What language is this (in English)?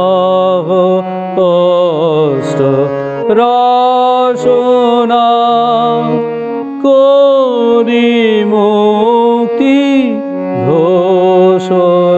Bangla